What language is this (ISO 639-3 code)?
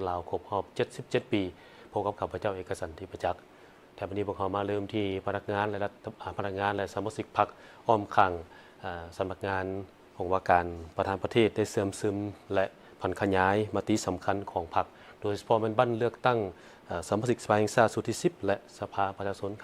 lao